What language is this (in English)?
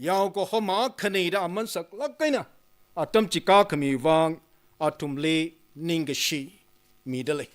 Tangkhul Naga (India)